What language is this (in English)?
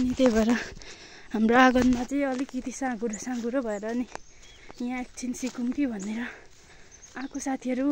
Nepali